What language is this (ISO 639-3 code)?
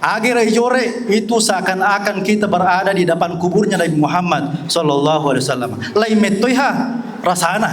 bug